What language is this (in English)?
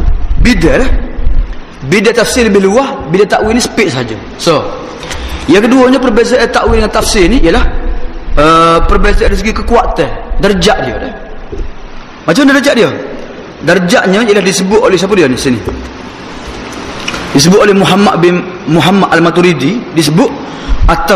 Malay